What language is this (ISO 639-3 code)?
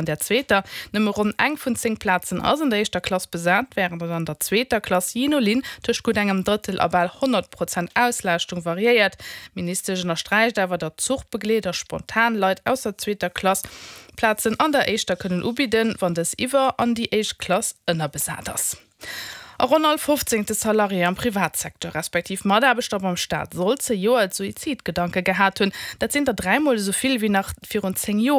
ltz